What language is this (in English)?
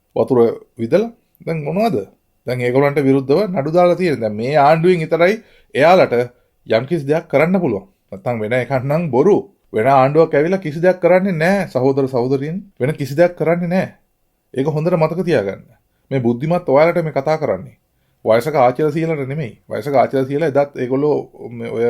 Sinhala